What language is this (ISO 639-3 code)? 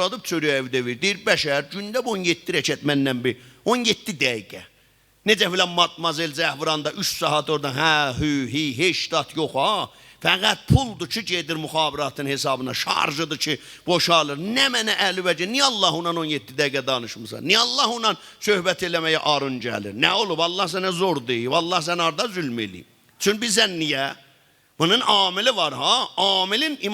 azb